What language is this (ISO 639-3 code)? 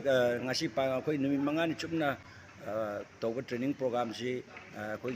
mni